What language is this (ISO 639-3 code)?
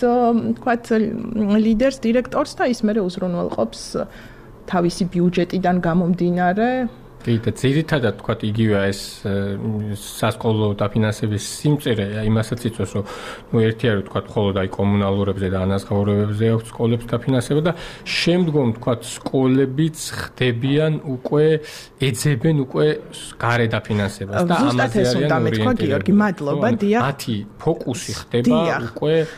kat